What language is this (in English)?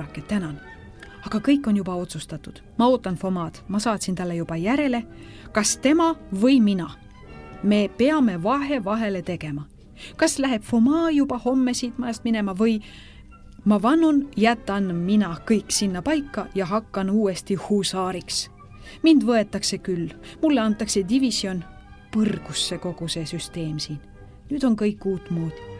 Estonian